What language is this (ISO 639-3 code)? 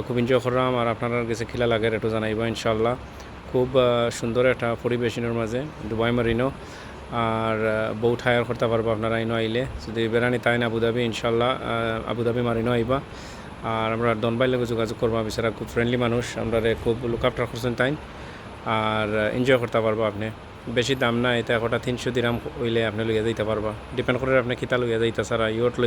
syl